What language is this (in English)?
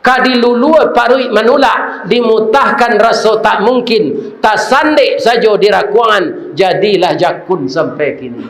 Minangkabau